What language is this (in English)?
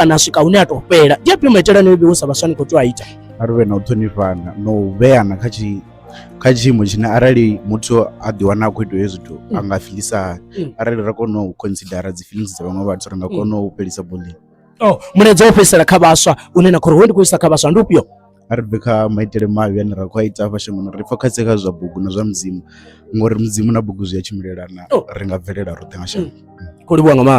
Venda